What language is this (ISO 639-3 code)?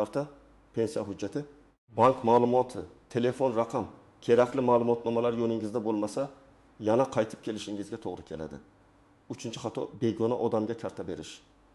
uzb